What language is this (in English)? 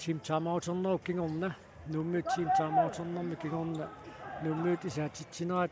Kalaallisut